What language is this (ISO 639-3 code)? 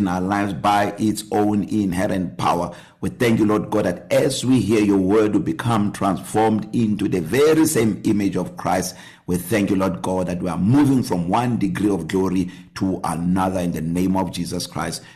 eng